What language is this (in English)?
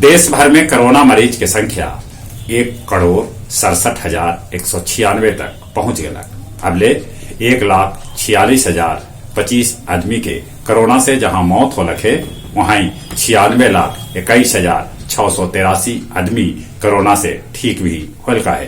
Magahi